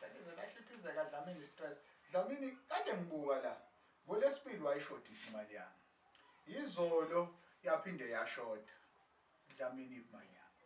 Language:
Zulu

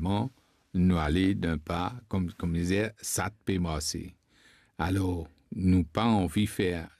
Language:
Morisyen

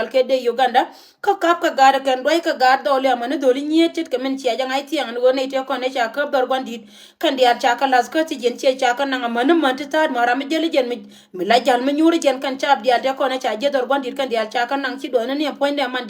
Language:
Nuer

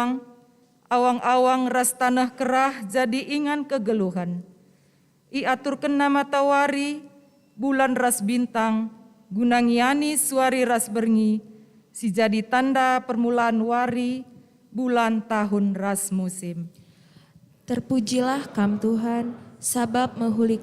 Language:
Batak Karo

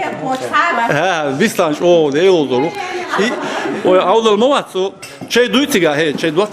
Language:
Chechen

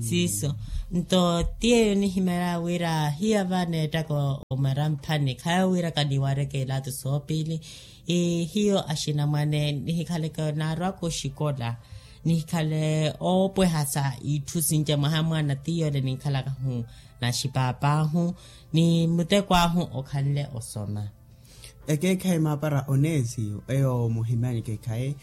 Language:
Makhuwa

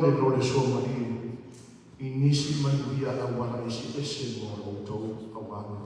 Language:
Samoan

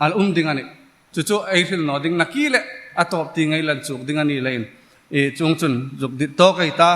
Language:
Hmar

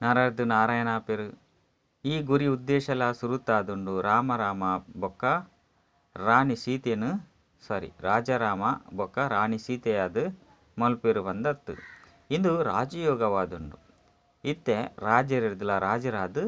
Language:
Tulu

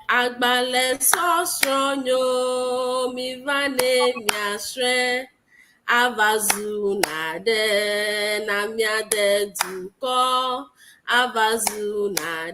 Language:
Ewe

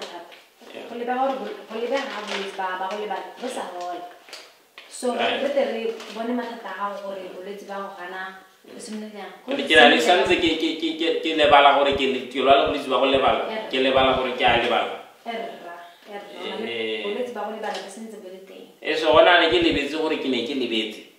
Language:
Tswana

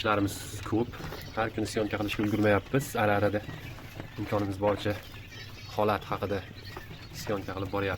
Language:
Uzbek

